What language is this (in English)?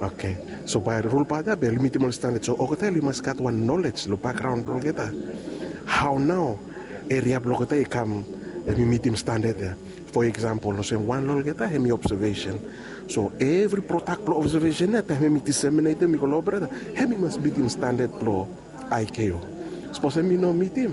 Bislama